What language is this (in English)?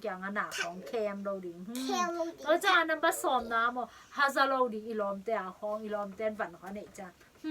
Tedim Chin